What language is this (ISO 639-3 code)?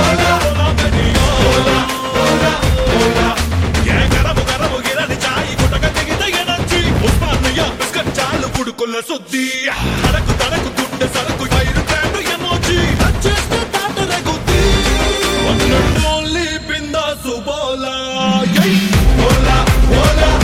tel